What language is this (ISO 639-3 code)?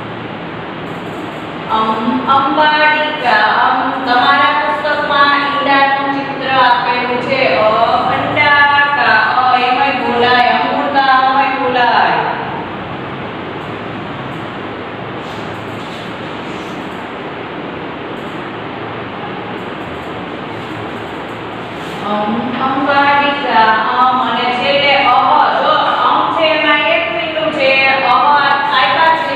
guj